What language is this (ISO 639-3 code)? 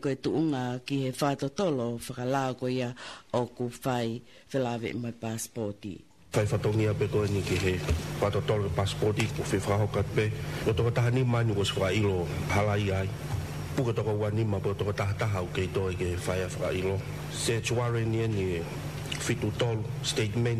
ton